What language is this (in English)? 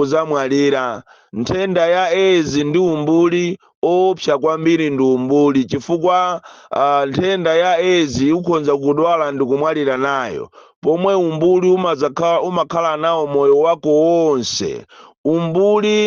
Nyanja